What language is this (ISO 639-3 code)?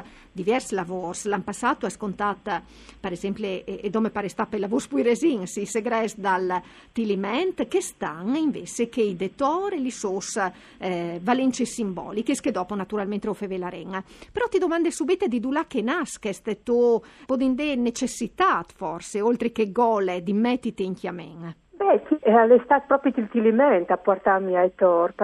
fur